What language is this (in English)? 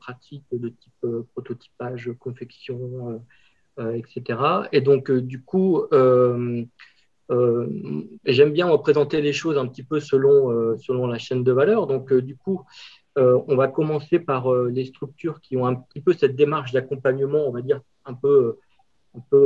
French